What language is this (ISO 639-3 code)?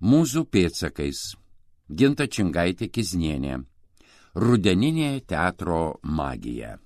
lit